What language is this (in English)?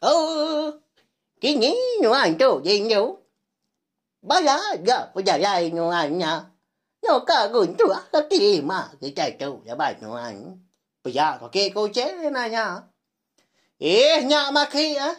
Iban